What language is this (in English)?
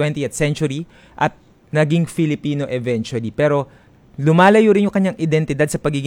Filipino